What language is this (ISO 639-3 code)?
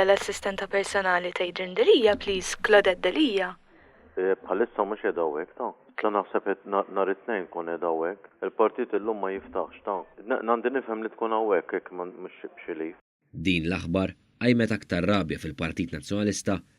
mlt